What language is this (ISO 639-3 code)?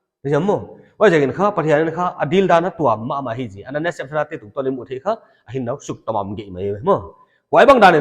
pck